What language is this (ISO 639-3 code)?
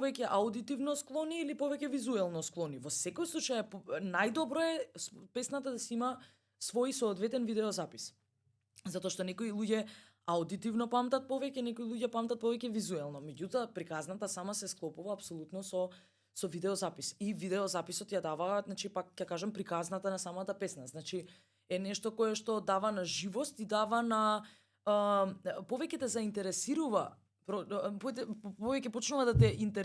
mkd